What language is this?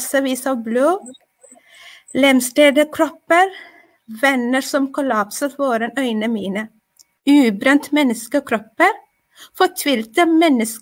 Norwegian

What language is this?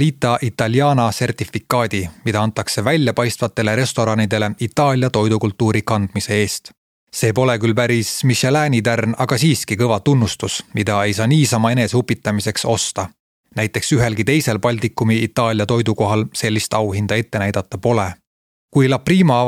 Estonian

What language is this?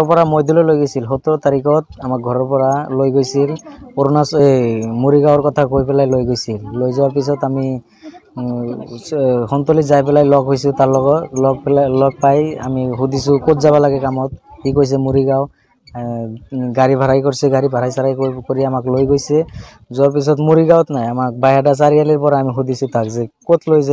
Assamese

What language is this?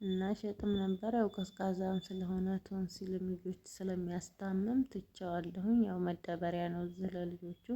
Amharic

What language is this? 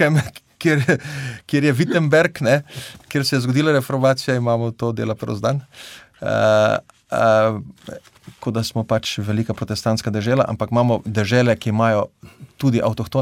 Slovenian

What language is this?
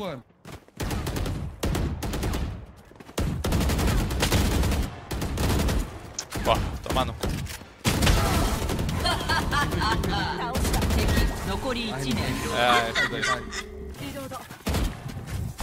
Portuguese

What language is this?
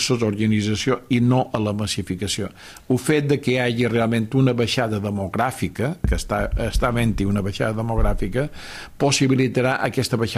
Catalan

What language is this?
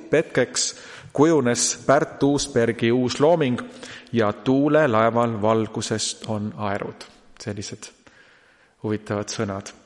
Estonian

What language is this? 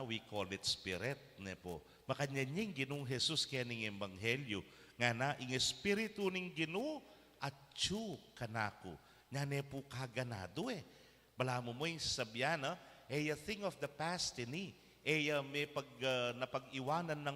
Pampanga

